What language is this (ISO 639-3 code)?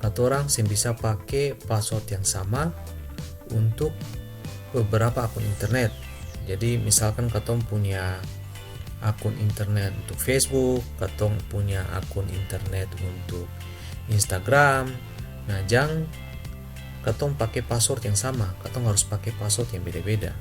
abs